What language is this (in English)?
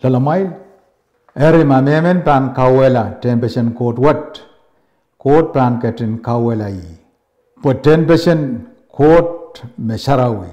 Pohnpeian